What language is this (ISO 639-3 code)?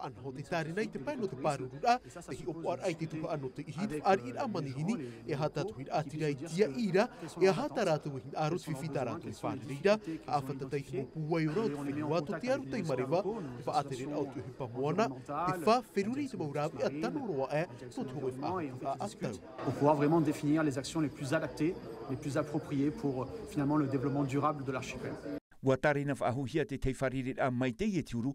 tah